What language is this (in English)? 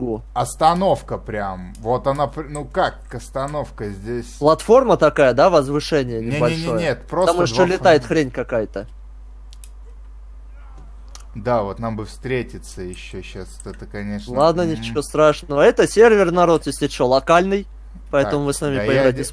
Russian